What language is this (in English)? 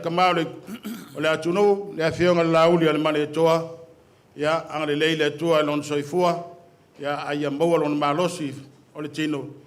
Samoan